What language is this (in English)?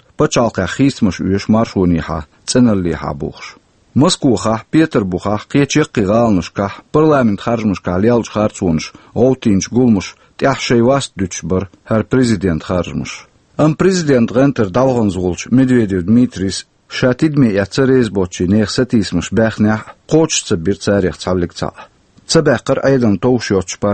Chechen